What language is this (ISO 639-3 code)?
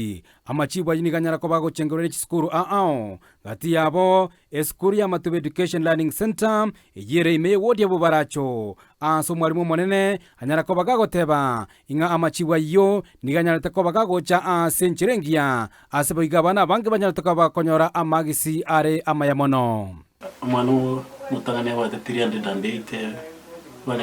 guz